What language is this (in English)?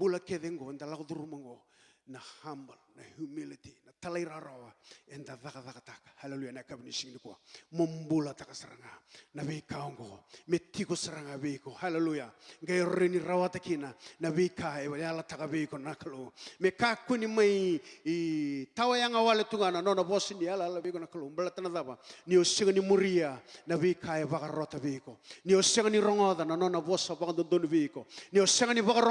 Fijian